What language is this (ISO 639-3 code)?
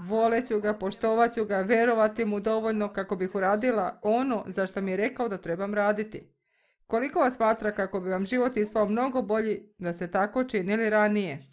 srp